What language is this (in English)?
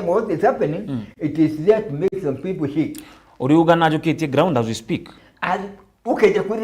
Meru